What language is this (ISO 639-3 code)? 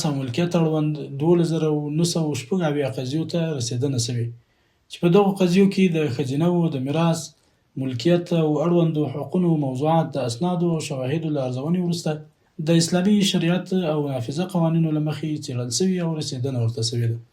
pus